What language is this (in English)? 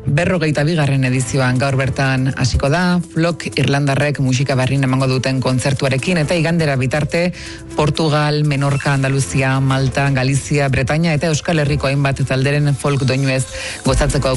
Basque